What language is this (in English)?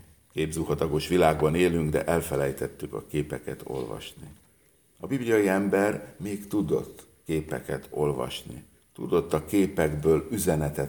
Hungarian